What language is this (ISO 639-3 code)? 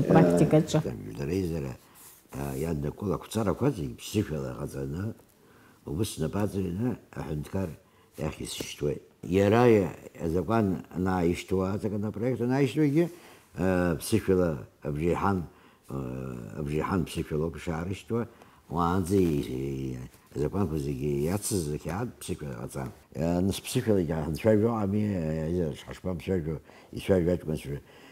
abk